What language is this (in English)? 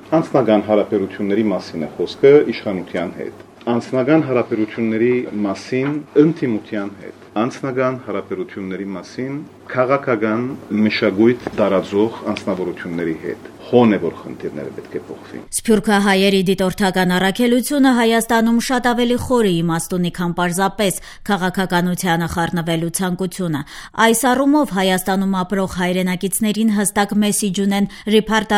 Armenian